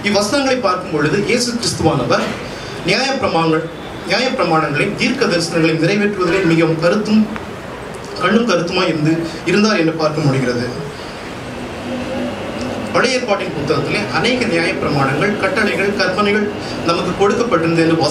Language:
Tamil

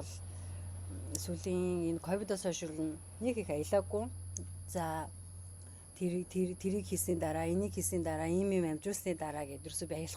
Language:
Mongolian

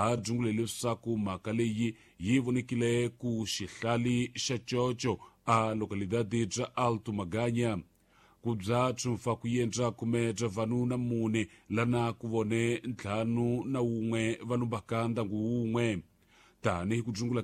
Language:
Tsonga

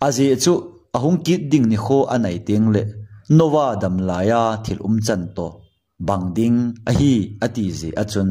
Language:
Thado Chin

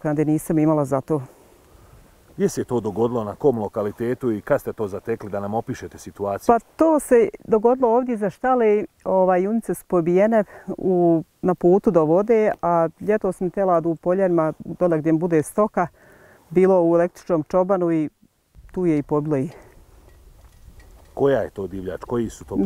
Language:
Bosnian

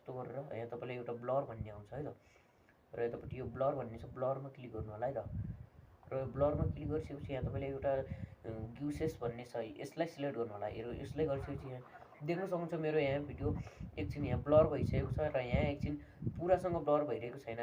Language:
Nepali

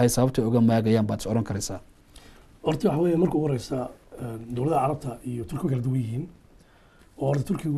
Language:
Somali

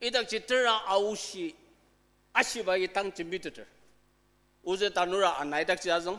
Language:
Ao Naga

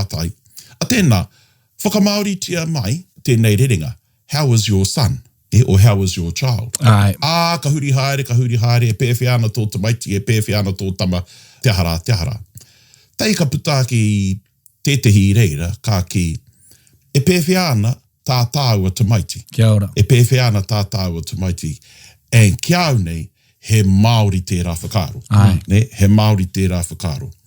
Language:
Māori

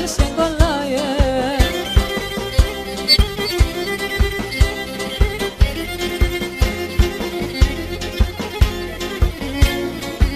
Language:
Greek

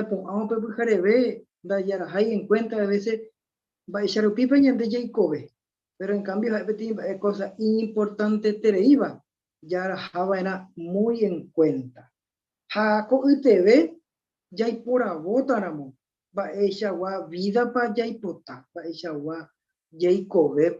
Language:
Guarani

